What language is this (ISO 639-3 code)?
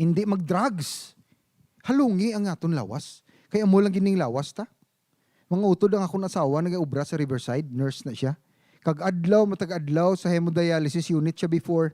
hil